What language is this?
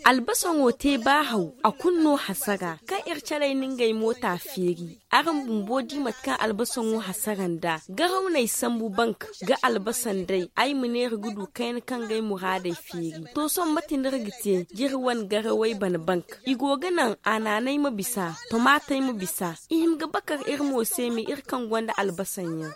Zarma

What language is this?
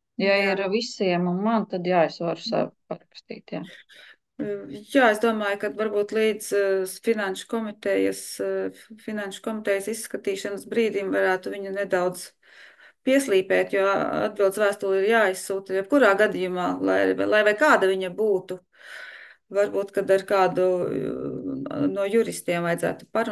Latvian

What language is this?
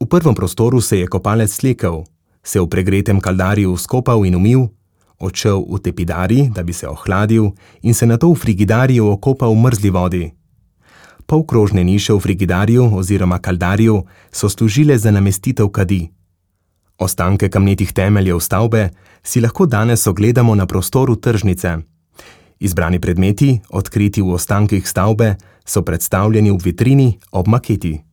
Slovenian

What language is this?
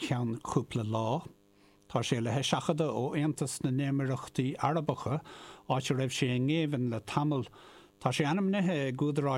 Irish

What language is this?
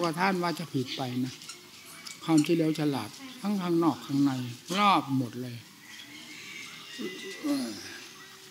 Thai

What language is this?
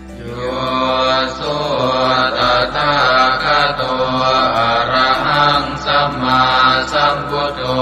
Pali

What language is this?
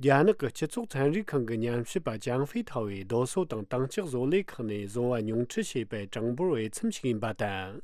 Tibetan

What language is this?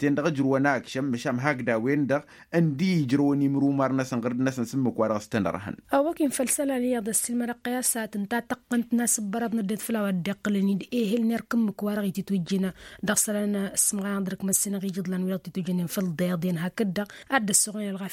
Tamasheq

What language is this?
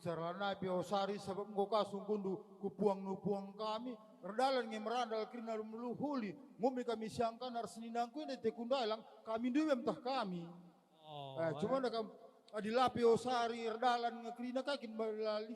Batak Karo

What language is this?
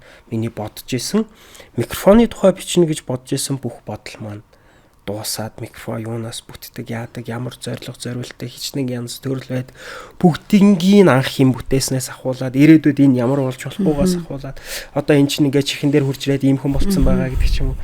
Mongolian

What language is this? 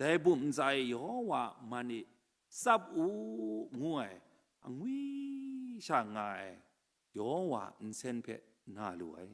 Kachin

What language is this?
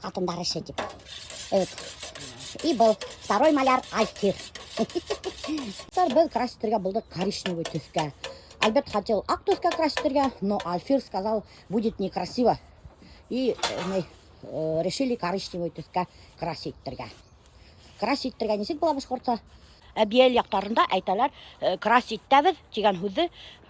Bashkir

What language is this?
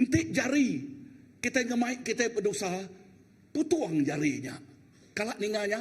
Iban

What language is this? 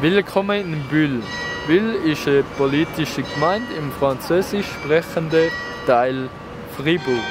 Swiss German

